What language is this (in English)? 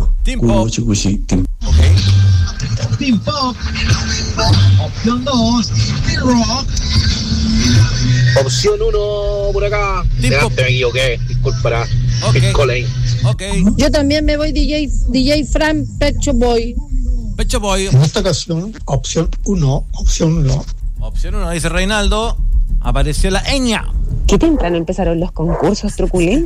Spanish